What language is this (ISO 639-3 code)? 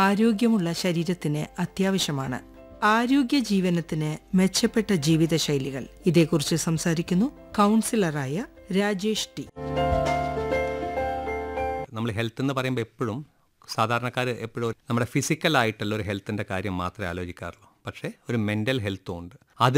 mal